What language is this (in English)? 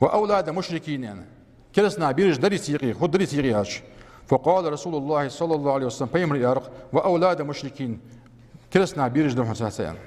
Ingush